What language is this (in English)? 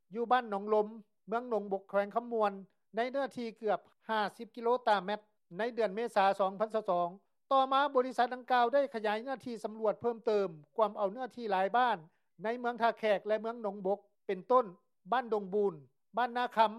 Lao